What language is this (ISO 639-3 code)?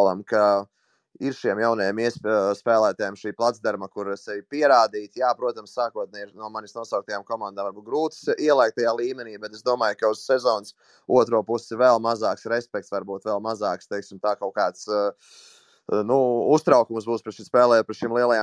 lav